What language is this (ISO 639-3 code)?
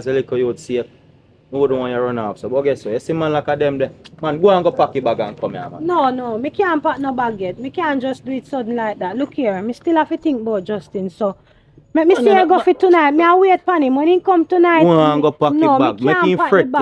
jam